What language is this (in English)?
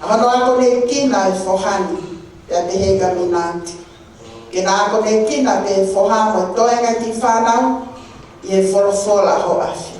Tongan